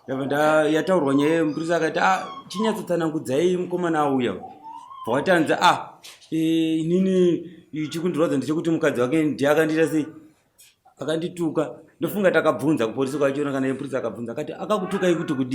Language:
Shona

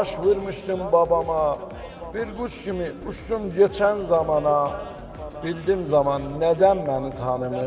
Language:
South Azerbaijani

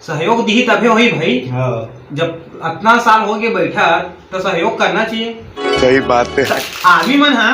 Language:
Chhattisgarhi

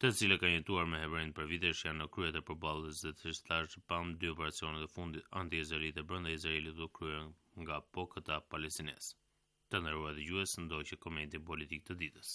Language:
Albanian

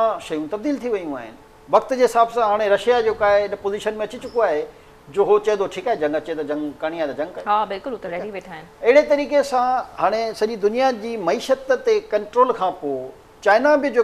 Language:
Sindhi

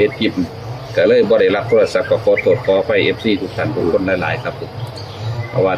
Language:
Northeastern Thai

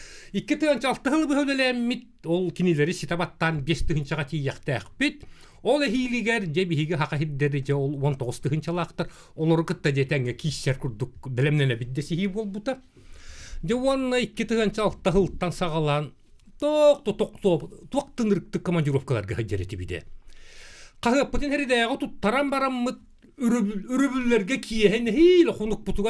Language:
Yakut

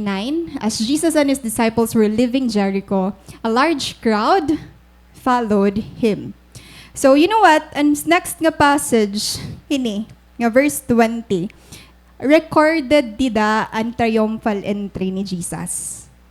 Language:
Waray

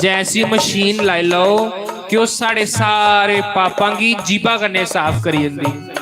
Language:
Dogri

